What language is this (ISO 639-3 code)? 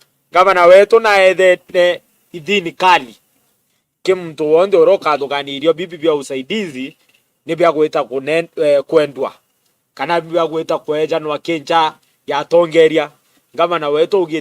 mer